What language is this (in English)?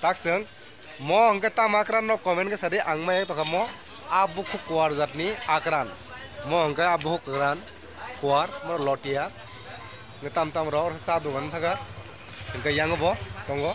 Kok Borok